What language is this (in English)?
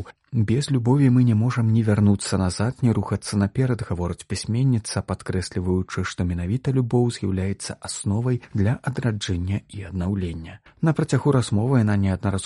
Belarusian